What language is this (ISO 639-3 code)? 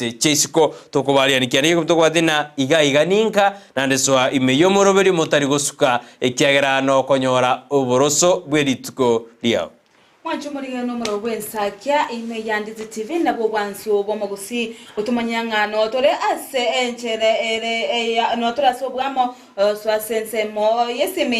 guz